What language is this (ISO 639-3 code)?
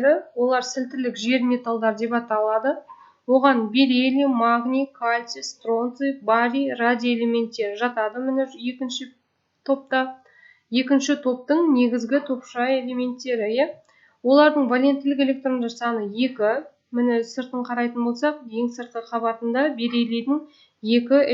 kaz